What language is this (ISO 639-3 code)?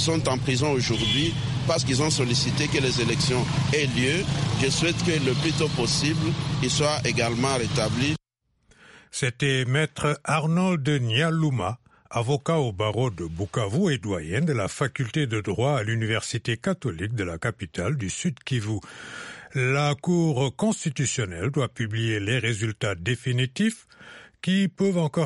fra